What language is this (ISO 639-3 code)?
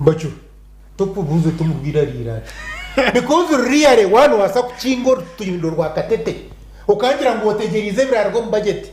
nyn